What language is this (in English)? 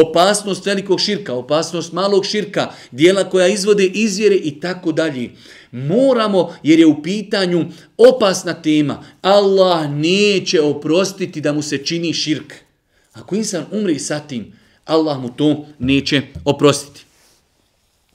Bosnian